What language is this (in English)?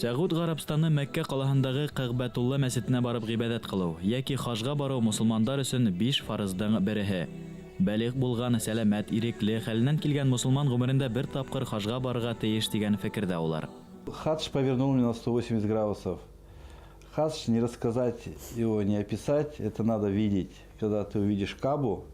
Bashkir